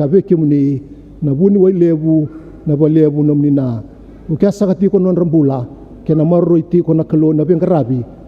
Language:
Fijian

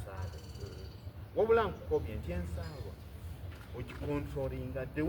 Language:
Soga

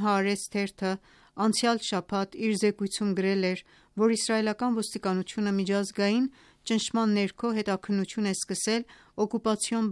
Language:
Armenian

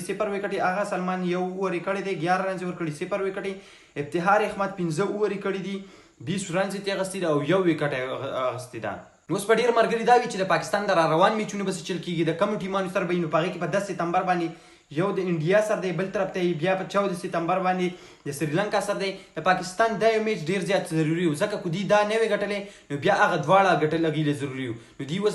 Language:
Pashto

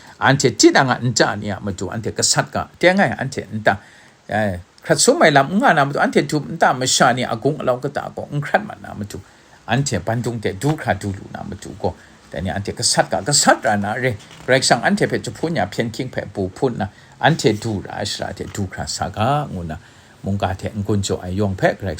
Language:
Kachin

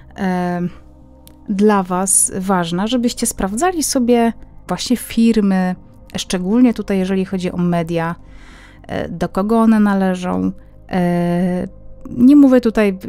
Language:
Polish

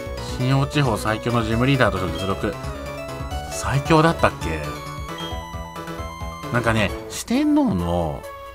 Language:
Japanese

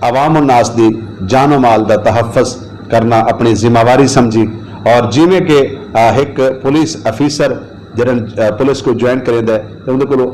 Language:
Saraiki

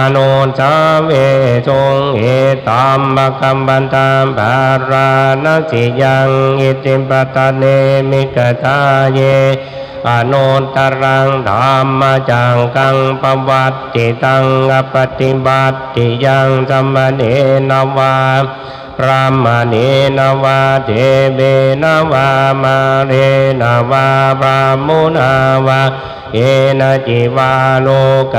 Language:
Pali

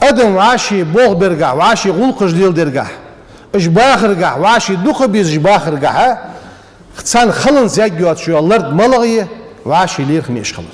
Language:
Ingush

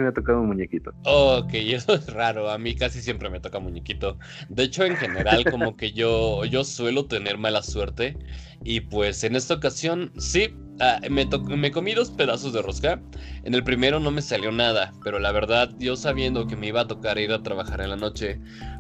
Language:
Spanish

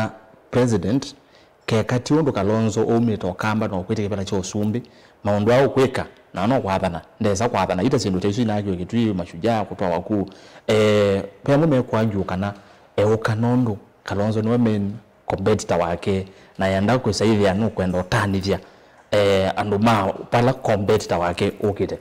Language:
Kamba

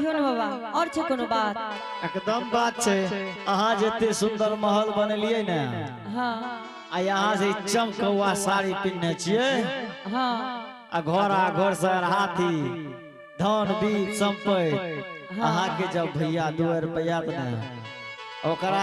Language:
Angika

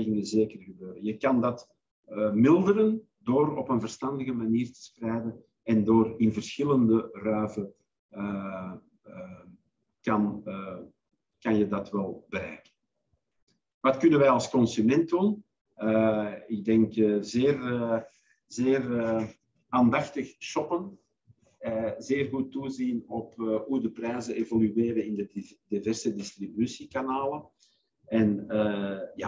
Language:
Dutch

